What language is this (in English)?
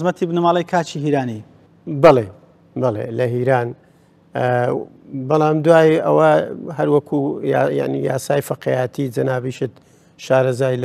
Central Kurdish